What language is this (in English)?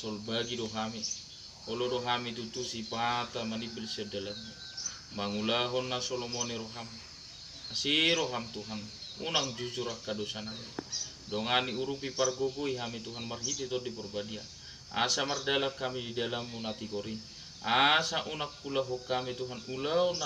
Batak Toba